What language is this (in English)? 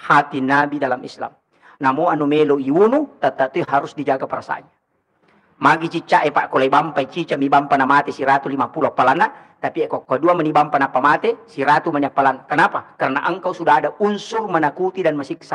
Buginese